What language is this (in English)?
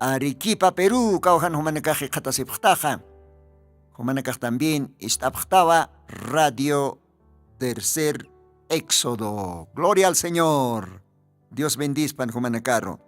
Aymara